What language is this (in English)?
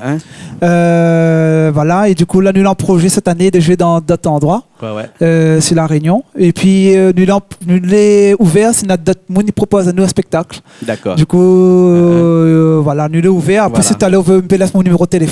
Réunion Creole French